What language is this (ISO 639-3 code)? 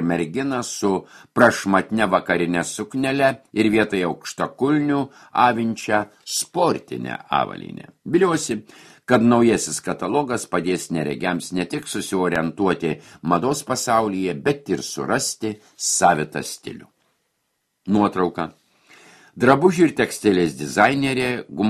lit